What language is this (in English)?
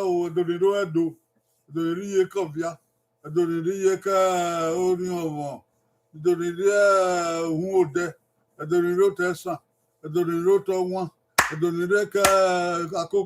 Bini